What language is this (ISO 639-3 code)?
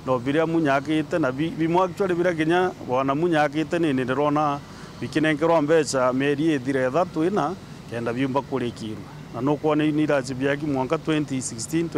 mer